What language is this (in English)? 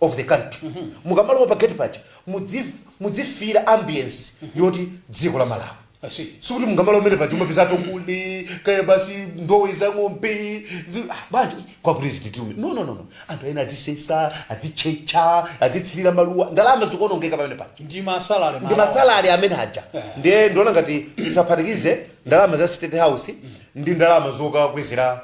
Nyanja